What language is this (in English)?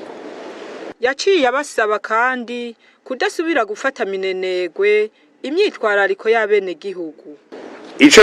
Rundi